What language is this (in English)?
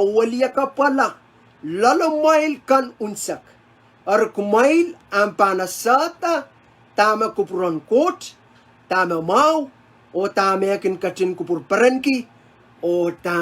Pohnpeian